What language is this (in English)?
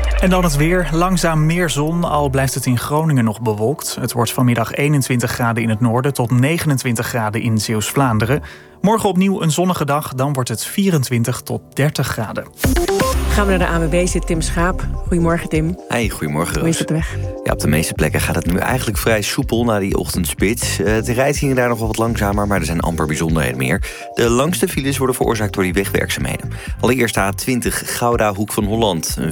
Dutch